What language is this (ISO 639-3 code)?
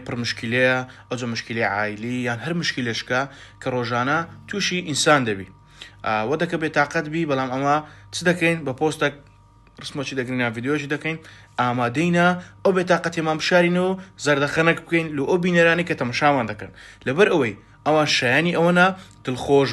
ckb